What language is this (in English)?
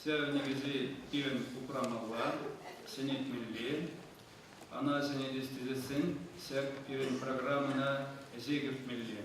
Chuvash